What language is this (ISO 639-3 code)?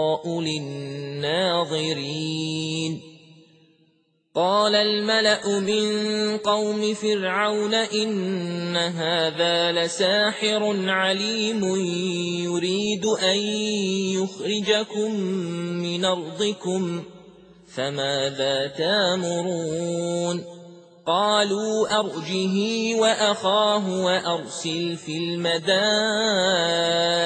ara